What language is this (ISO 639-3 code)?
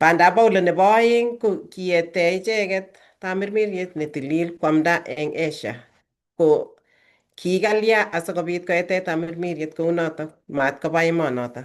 kln